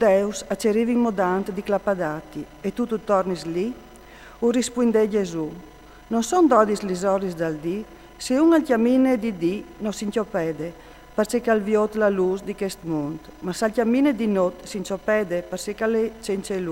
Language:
Friulian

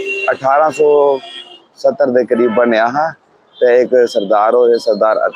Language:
Dogri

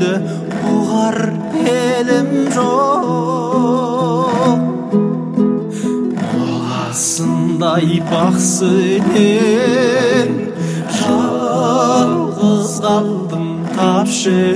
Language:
Kazakh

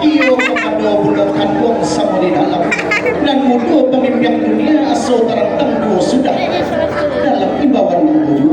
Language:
Minangkabau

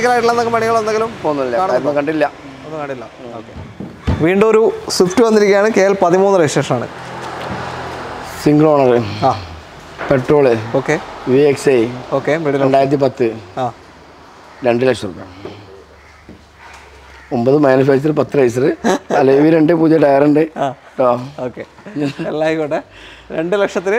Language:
Malayalam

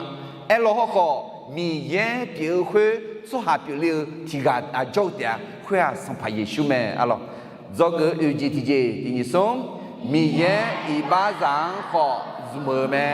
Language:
Akha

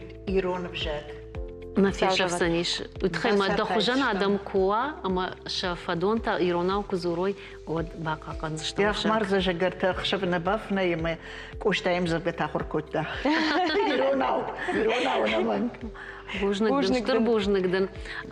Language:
Ossetic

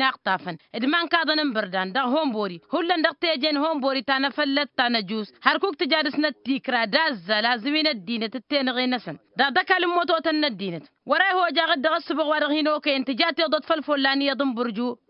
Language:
Tamasheq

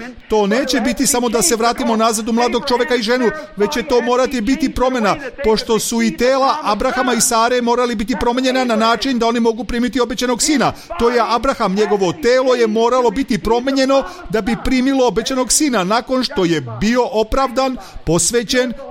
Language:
Serbian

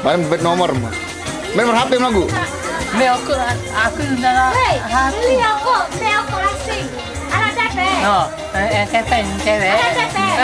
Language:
Sasak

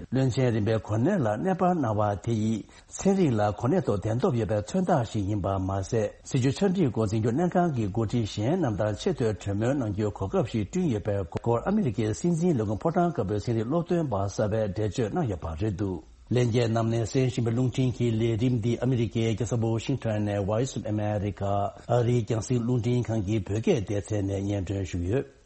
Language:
Tibetan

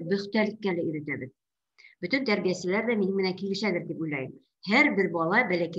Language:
Bashkir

